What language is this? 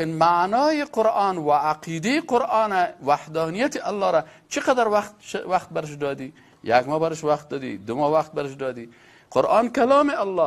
Persian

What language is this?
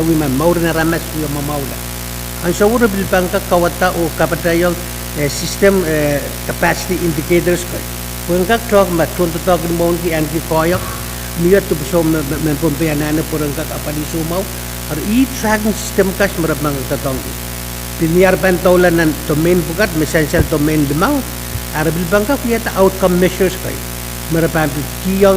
Pohnpeian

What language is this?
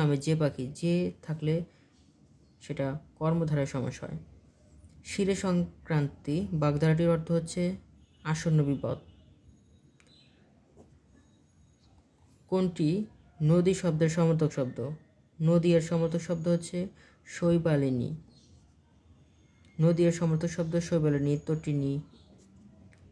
Bangla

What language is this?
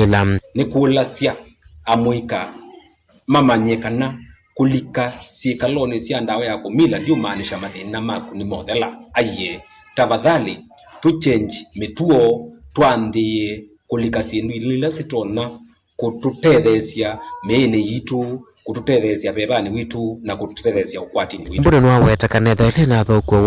Kamba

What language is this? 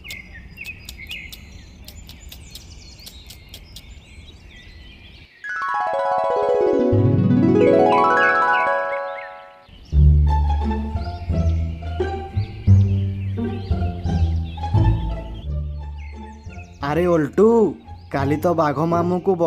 Odia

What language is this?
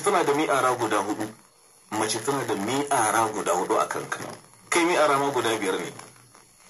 Hausa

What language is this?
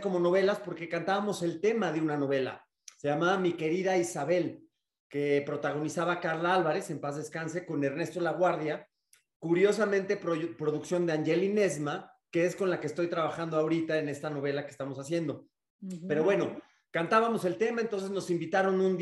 Spanish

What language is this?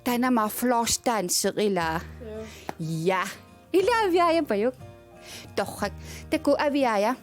Kalaallisut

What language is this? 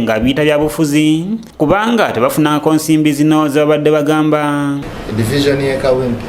Ganda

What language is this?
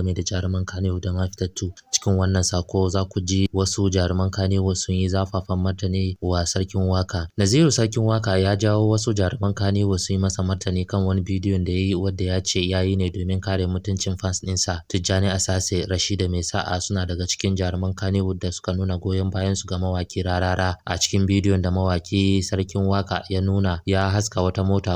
Hausa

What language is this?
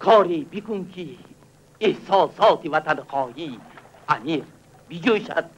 Tajik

